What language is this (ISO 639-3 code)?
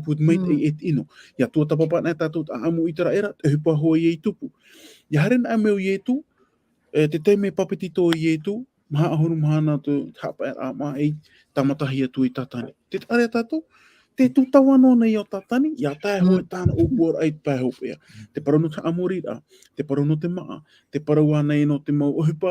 tah